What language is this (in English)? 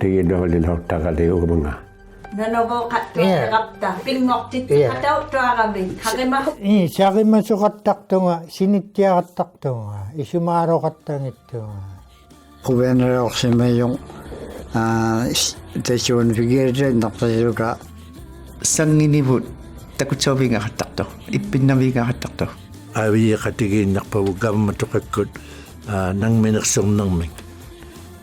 Inuktitut